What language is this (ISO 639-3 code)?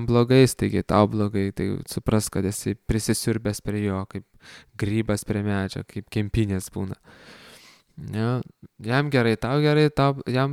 lit